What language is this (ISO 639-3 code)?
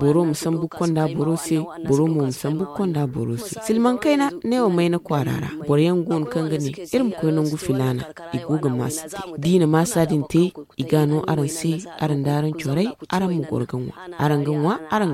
dje